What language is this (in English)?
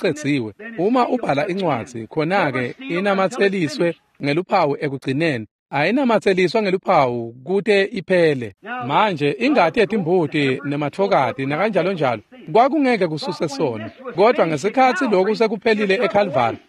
Swati